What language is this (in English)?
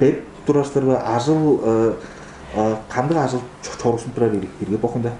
Tuvinian